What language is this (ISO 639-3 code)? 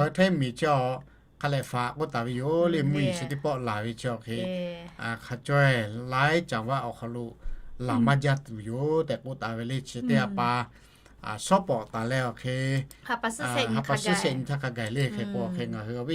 lhu